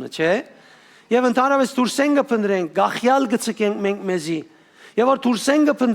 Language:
Western Armenian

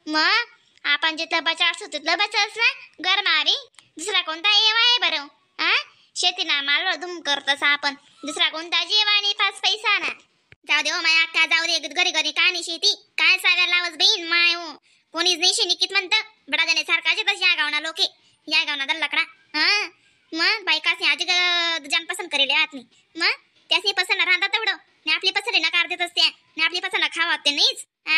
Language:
Khandesi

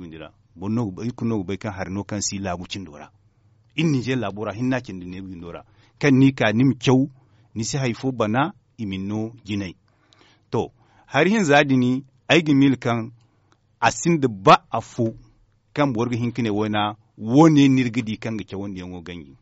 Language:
Zarma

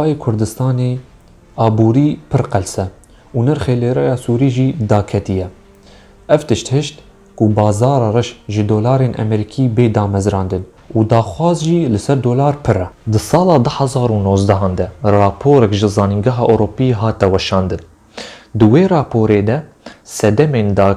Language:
Kurdish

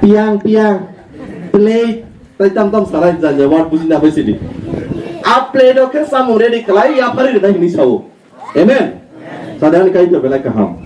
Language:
Kok Borok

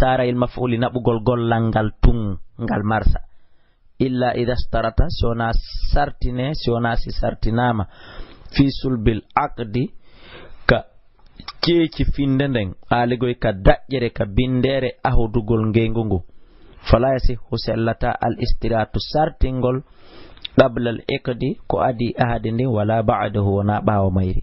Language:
Fula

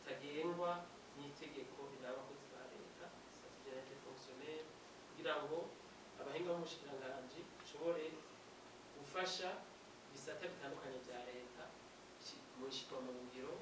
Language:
Rundi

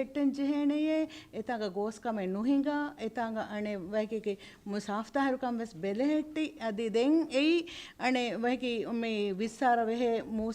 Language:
Divehi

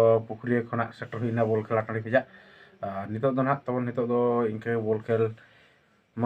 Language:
Santali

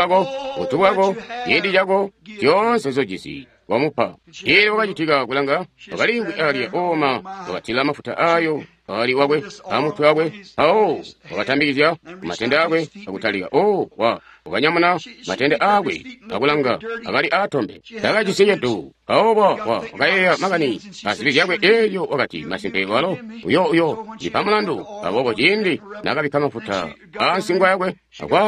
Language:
Tonga (Zambia)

